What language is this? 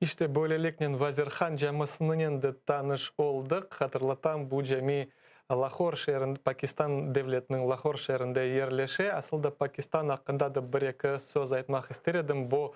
Crimean Tatar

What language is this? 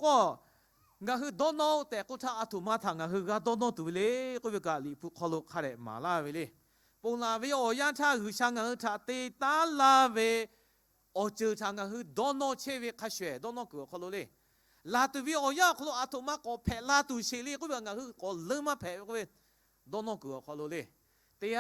Lahu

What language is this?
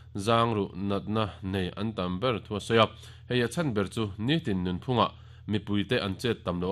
Mizo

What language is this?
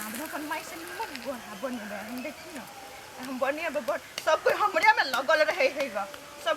Maithili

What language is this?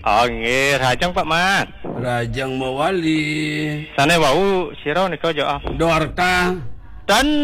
Balinese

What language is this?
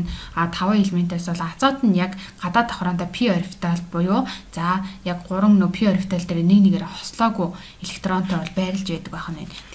Mongolian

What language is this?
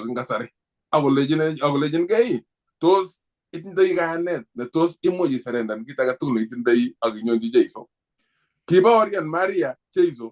Kalenjin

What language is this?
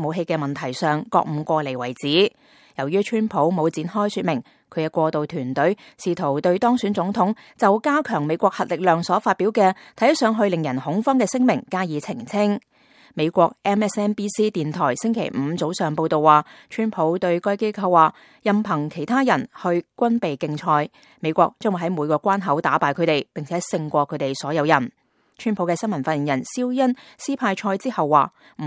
Cantonese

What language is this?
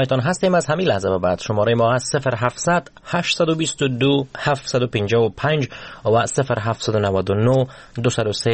Persian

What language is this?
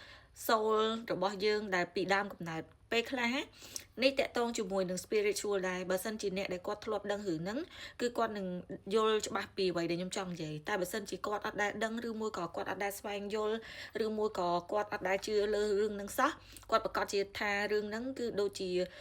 Khmer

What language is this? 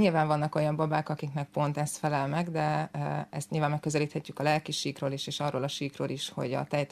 Hungarian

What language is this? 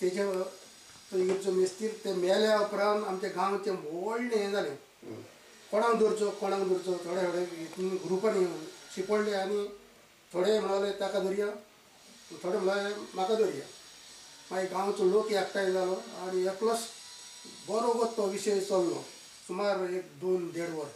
Konkani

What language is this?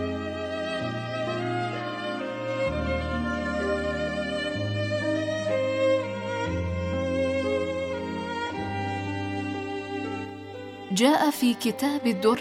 Arabic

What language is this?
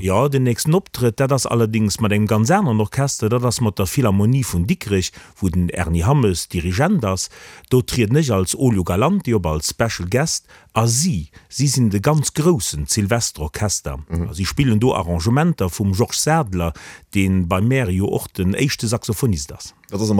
Luxembourgish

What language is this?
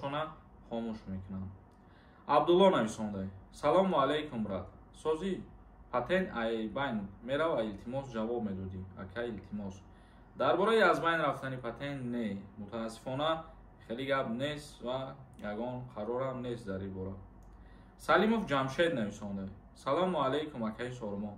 Tajik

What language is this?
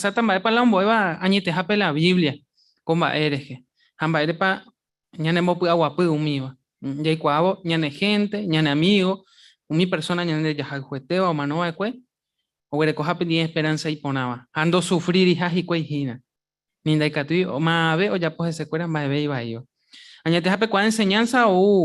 Guarani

